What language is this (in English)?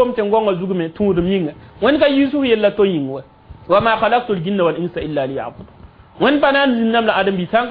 Mossi